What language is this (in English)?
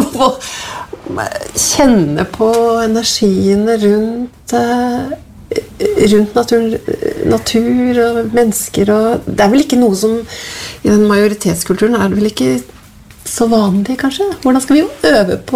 Norwegian